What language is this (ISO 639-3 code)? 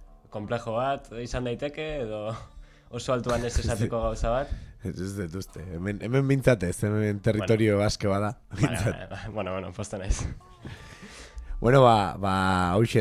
eus